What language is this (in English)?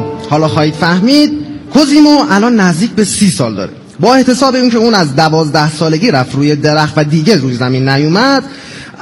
Persian